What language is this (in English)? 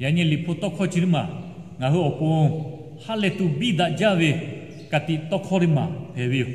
Lahu